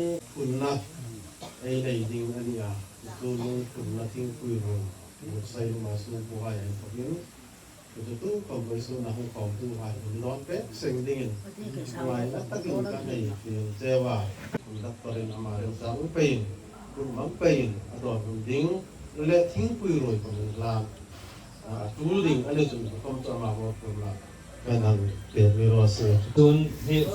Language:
Hmar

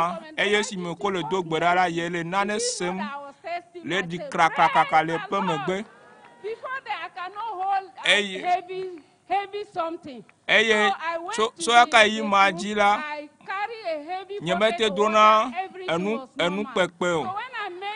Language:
Ewe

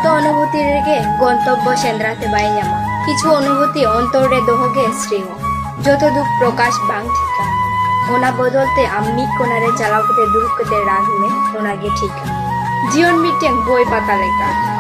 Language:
Santali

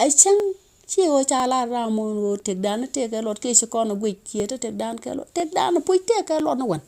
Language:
Nuer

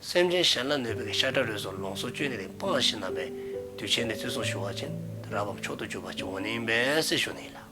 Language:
Dzongkha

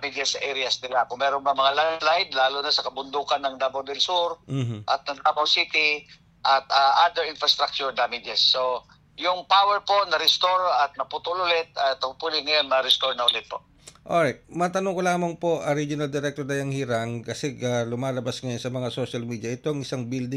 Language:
Filipino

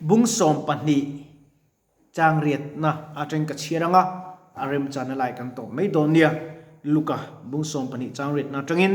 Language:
Mizo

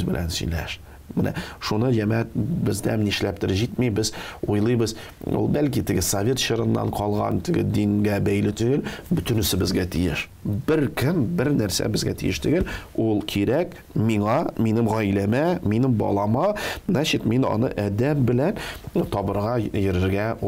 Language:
Tatar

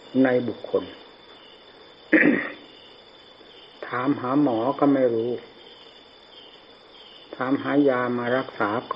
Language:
Thai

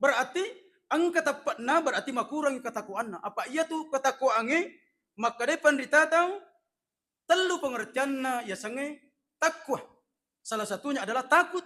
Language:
Buginese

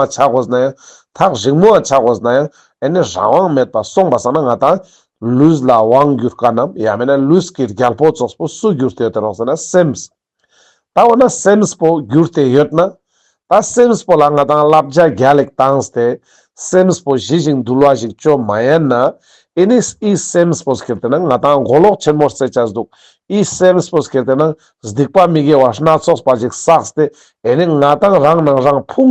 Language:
Ladakhi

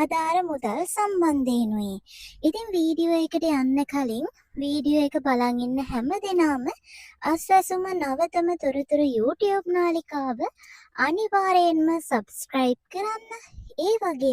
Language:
Sinhala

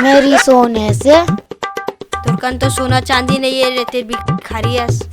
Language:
Chhattisgarhi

